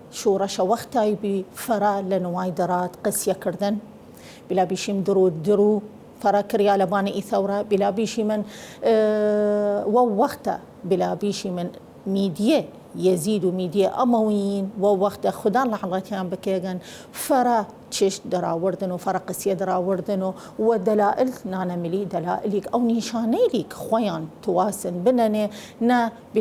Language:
Southern Kurdish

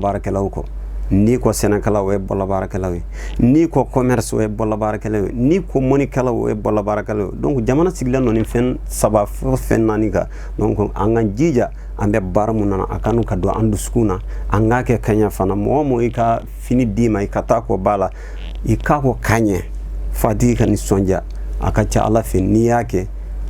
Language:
Bambara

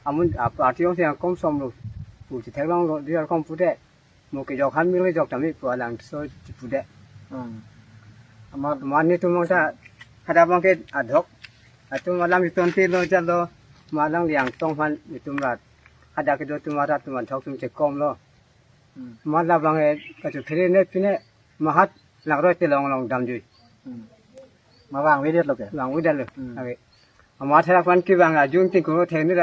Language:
Karbi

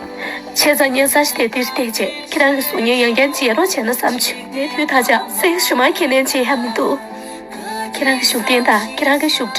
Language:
Tibetan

